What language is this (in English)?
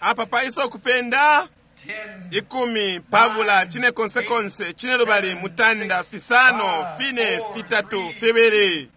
Bemba